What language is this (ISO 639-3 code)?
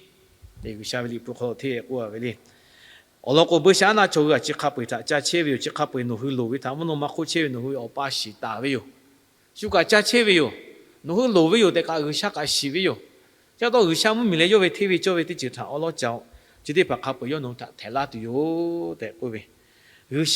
lhu